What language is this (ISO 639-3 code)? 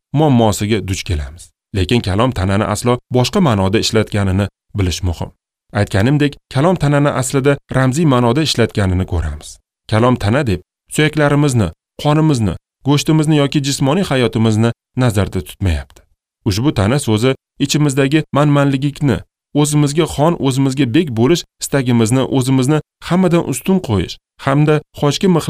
uzb